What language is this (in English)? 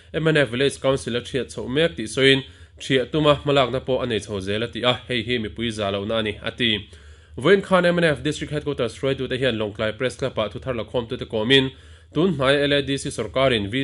Mizo